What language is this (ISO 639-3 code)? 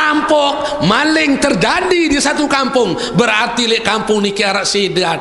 sas